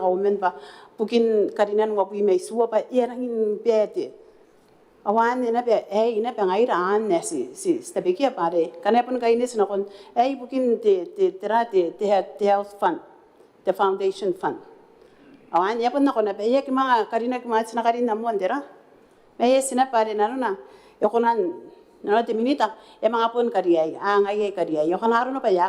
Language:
Gilbertese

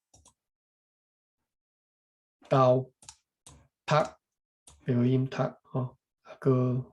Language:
Min Nan Chinese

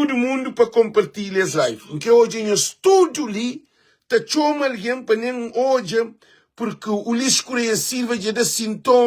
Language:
Kabuverdianu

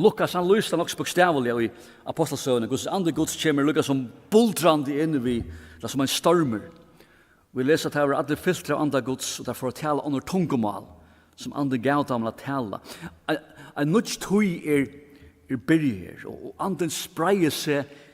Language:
Faroese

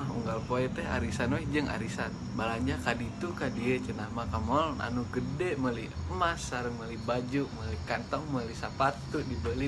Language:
Sundanese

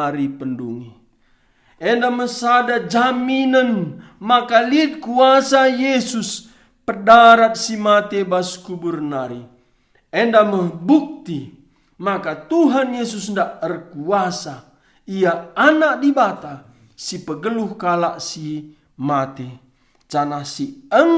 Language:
Batak Karo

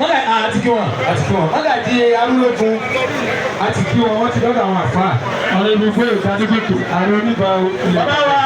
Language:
Yoruba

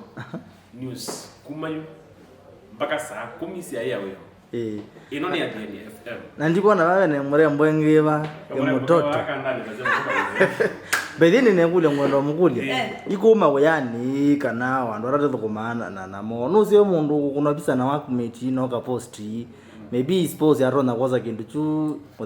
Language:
Kamba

